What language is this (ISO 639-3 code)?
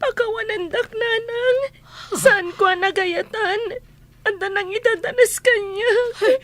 ilo